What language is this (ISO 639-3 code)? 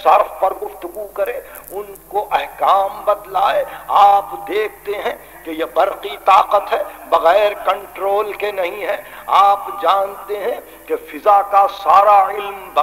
urd